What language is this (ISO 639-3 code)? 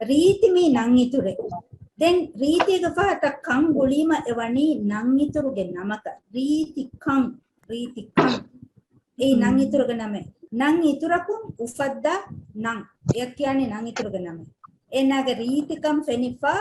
div